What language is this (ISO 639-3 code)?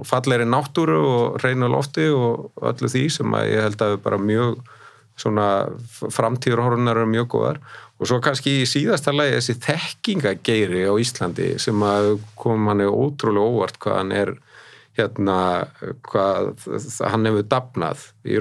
isl